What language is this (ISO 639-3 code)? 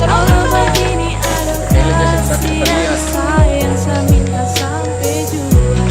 abs